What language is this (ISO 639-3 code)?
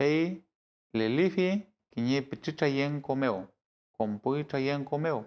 arn